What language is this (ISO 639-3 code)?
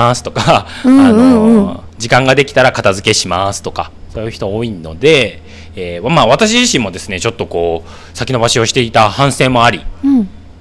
jpn